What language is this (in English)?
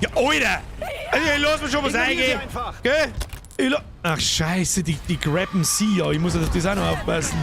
Bavarian